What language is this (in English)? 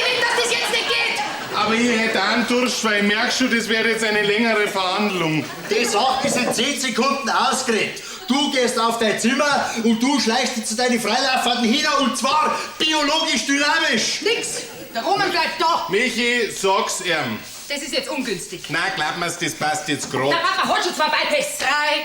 Bavarian